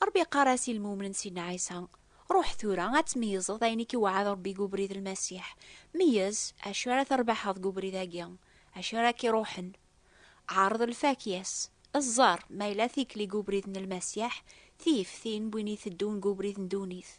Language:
Kabyle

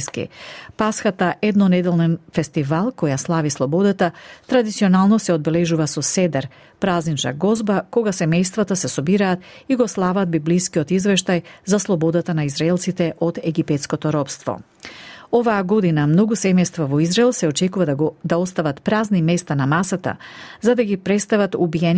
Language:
Macedonian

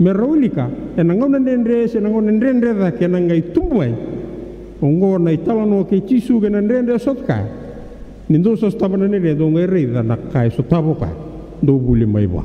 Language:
Fijian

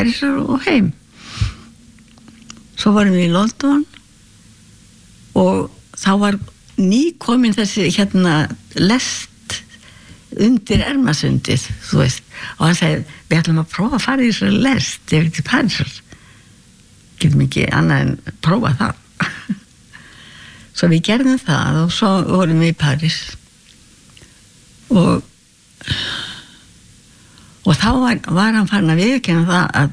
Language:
Icelandic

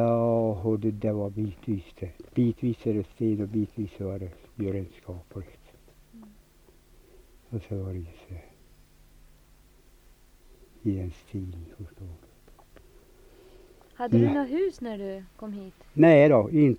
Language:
Swedish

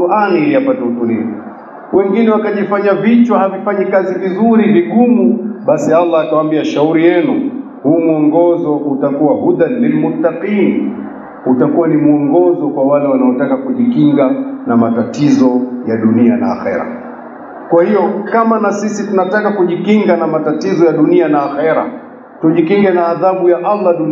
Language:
Swahili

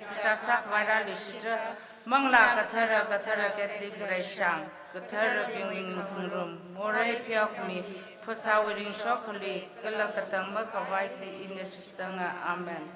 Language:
Tangkhul Naga (India)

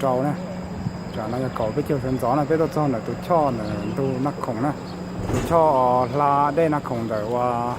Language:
Hmong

